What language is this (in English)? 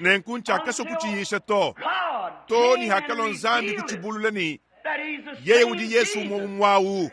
Luba-Lulua